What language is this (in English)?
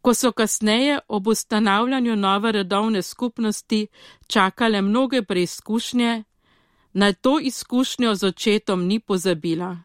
Slovenian